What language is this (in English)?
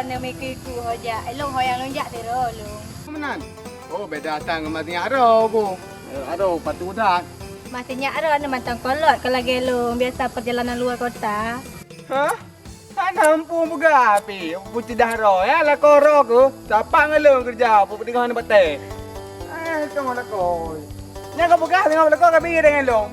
Achinese